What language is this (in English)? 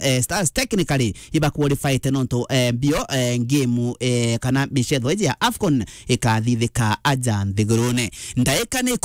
Meru